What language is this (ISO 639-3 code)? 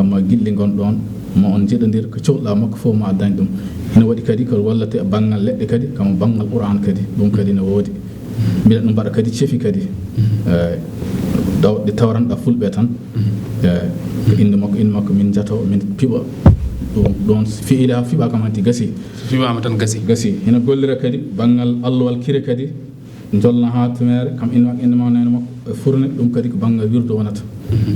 ful